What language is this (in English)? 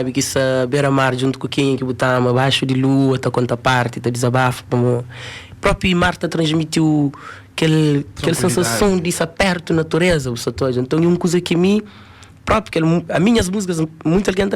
Kabuverdianu